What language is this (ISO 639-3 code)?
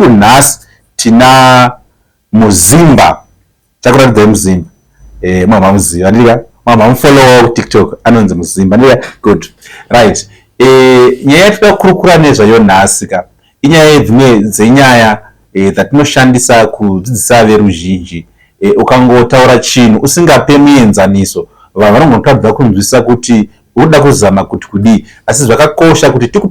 sna